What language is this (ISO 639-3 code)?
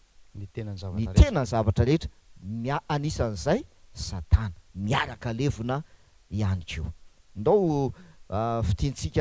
mlg